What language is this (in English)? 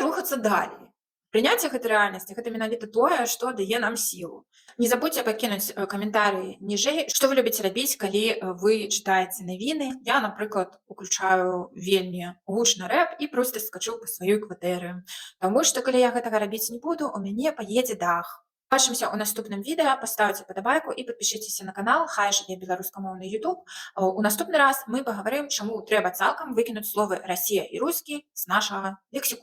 Belarusian